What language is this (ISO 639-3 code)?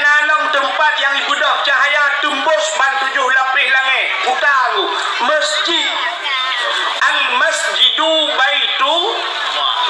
ace